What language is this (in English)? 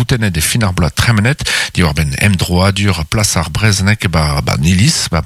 Breton